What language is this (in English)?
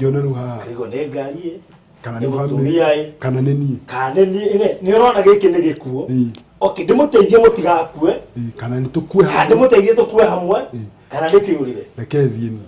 Kikuyu